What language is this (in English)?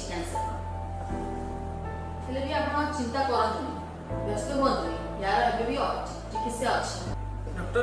Odia